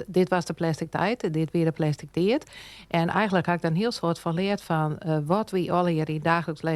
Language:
Western Frisian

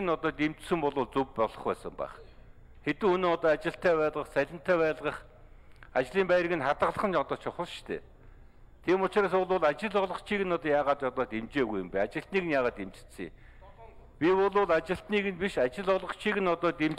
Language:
Mongolian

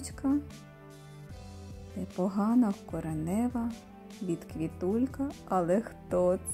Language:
Ukrainian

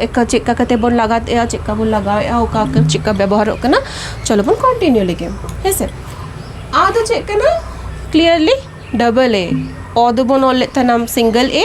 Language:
Santali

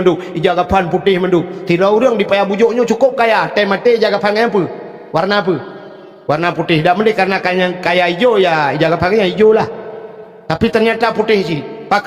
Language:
Achinese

